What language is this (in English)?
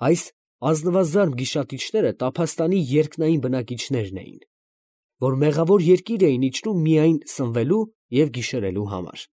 Armenian